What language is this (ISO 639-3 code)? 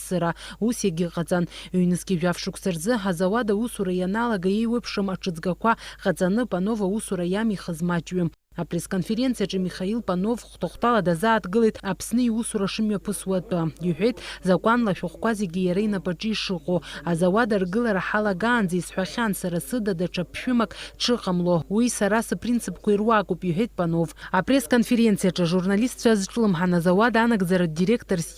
abk